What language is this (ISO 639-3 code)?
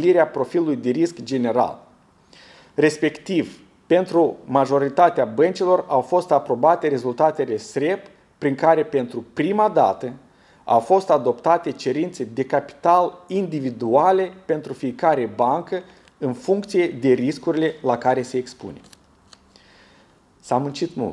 ron